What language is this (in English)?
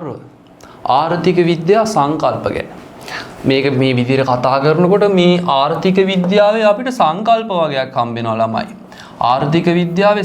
Sinhala